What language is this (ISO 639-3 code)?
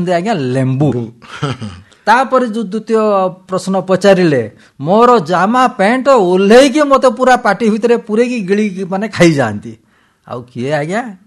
ori